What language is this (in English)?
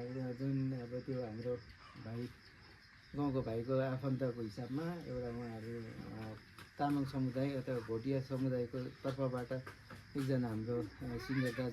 Nepali